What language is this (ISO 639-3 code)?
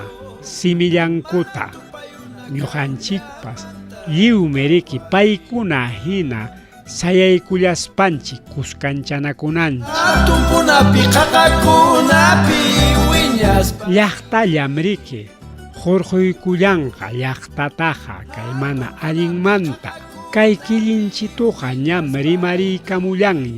quy